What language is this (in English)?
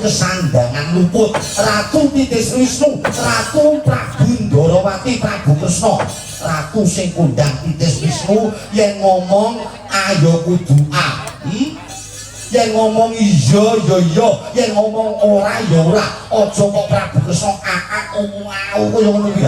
Javanese